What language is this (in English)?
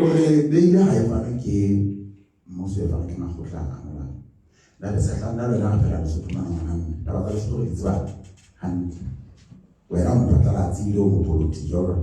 Southern Sotho